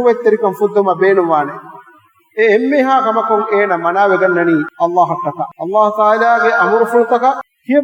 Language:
Divehi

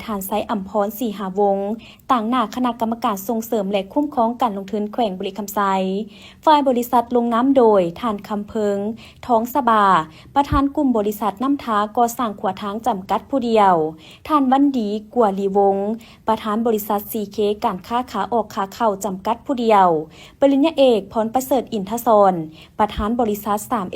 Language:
Lao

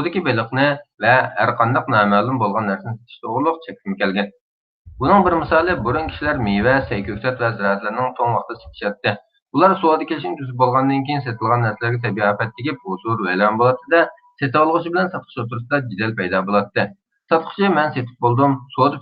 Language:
Uyghur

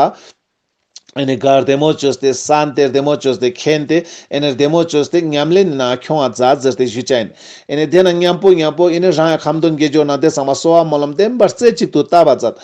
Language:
Ladakhi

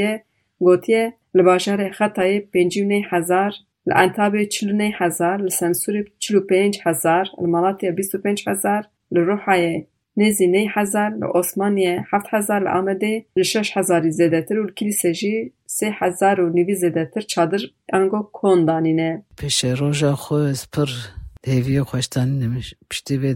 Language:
Kurdish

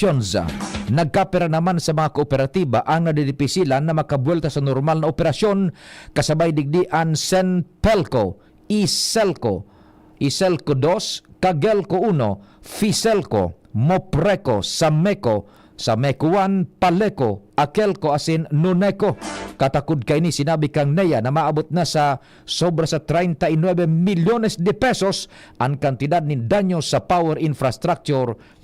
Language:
Bikol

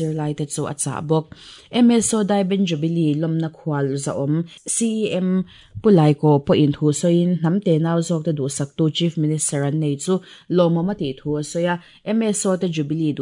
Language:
Mizo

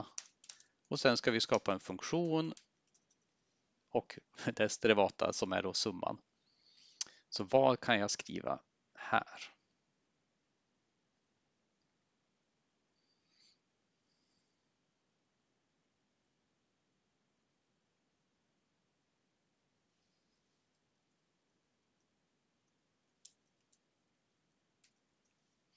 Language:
Swedish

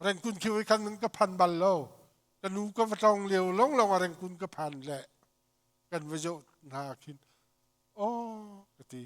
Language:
Hakha Chin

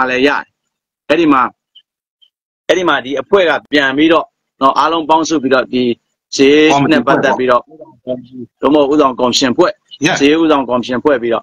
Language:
Burmese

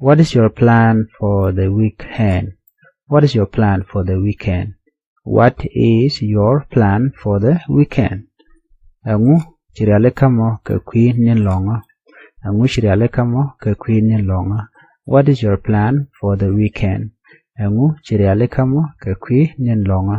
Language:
Nuer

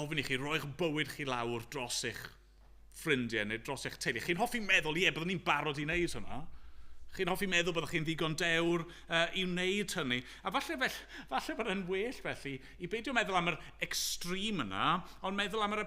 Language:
Welsh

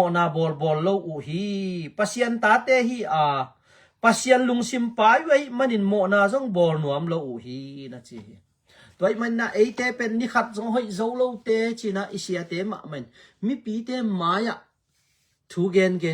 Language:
Tedim Chin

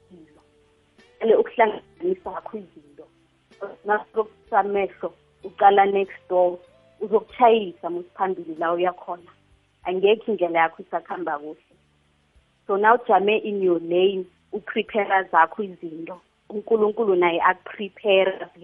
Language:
South Ndebele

